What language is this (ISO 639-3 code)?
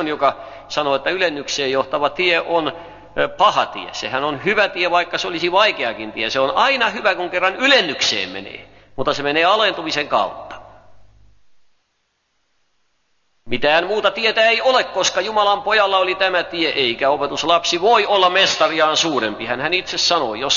fin